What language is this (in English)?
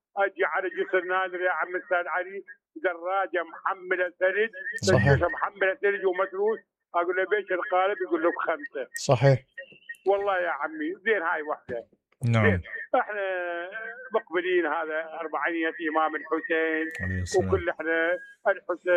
Mesopotamian Arabic